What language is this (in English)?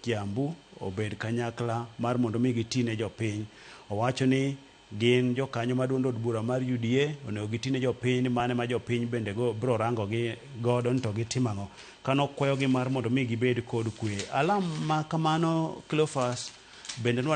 Luo (Kenya and Tanzania)